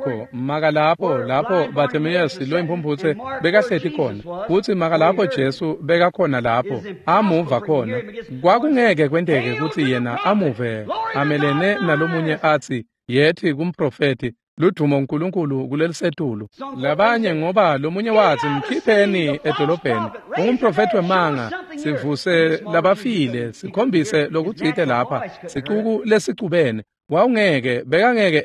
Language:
Swati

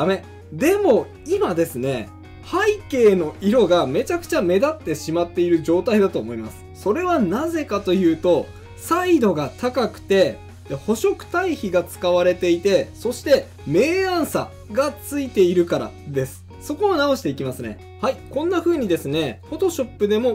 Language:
Japanese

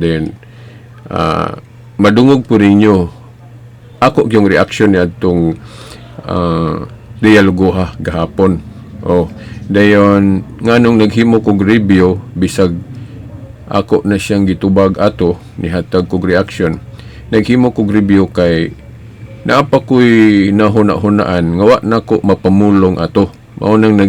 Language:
Cebuano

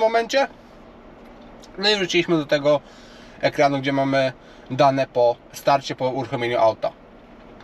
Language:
Polish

